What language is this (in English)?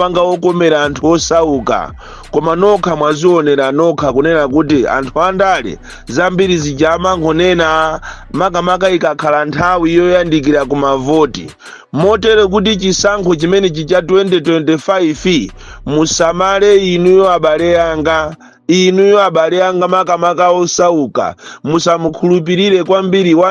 Nyanja